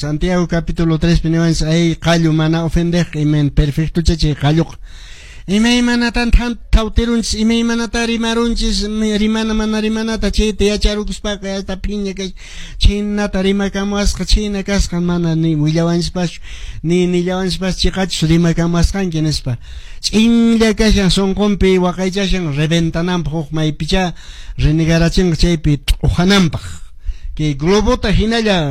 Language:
Quechua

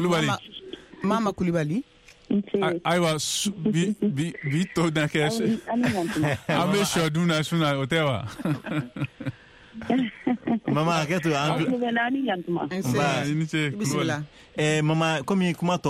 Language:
Bambara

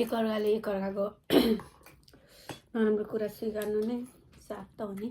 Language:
Nepali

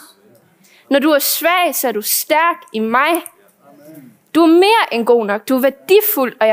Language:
Danish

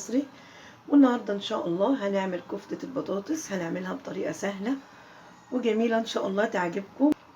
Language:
Egyptian Arabic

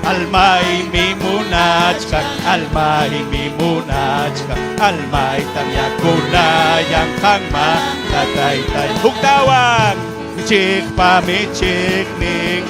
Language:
Ayacucho Quechua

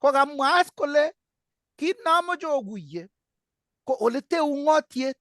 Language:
Kalenjin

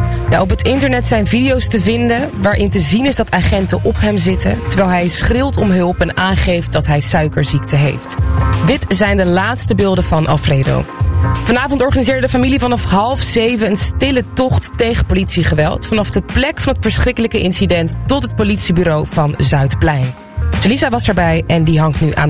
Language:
Dutch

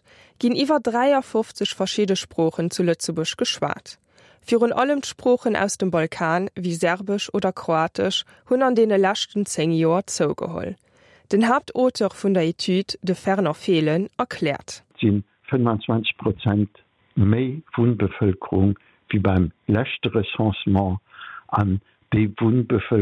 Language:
Luxembourgish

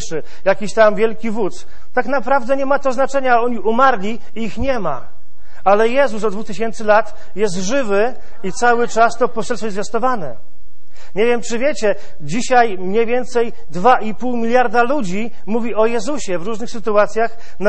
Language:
Polish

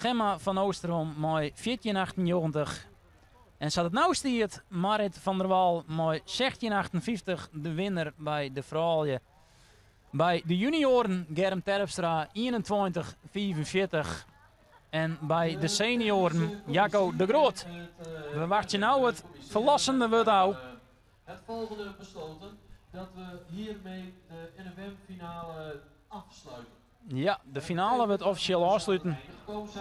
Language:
Western Frisian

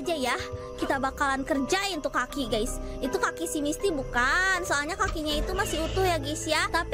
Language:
Indonesian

